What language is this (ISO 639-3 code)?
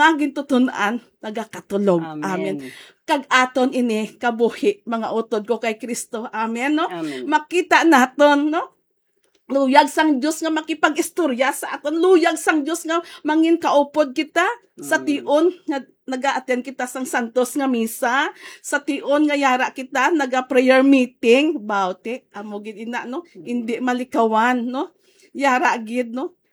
hil